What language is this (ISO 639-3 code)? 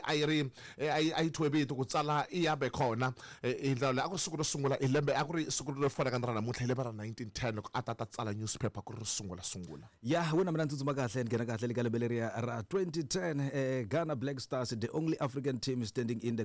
tso